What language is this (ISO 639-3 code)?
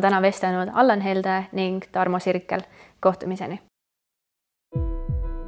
est